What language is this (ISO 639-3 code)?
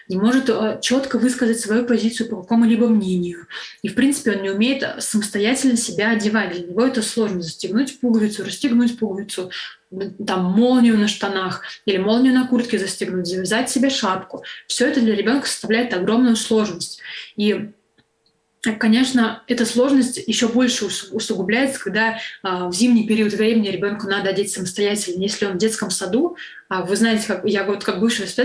rus